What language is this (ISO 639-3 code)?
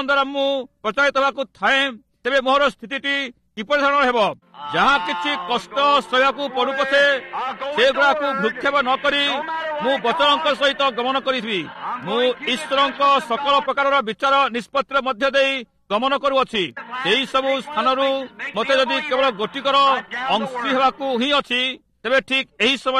ori